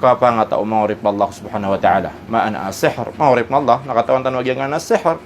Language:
Maranao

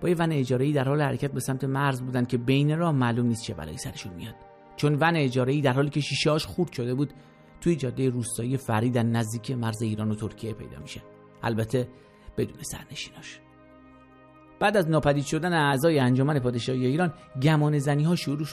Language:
Persian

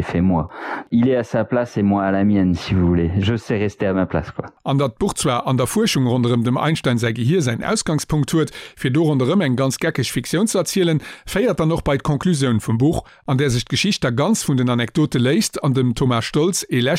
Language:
Luxembourgish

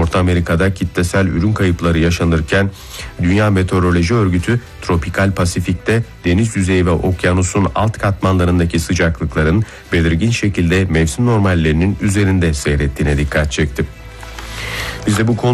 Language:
Turkish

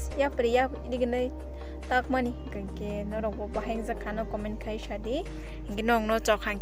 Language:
Kok Borok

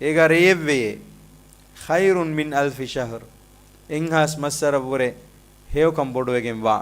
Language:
Divehi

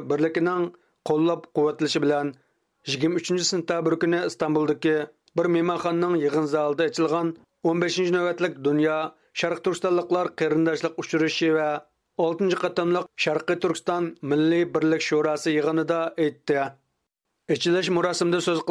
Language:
Uyghur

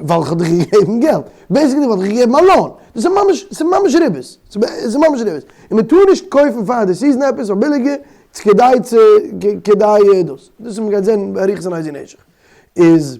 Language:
Yiddish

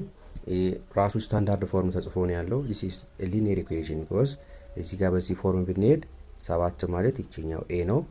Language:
Amharic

